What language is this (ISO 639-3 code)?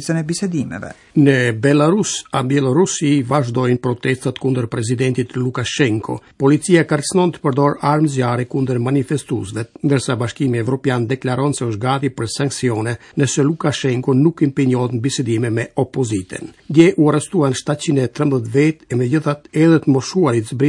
sqi